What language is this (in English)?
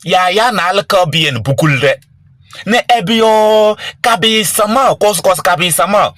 Kabiyè